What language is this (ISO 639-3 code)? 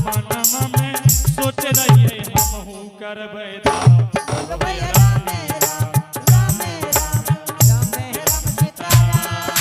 anp